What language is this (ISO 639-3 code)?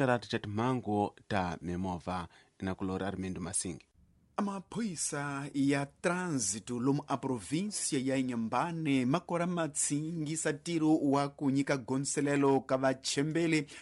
tso